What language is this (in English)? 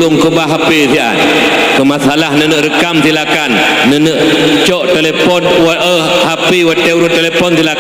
Achinese